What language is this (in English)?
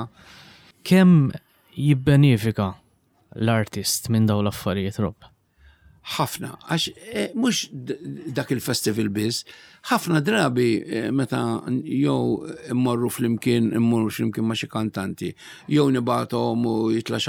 Maltese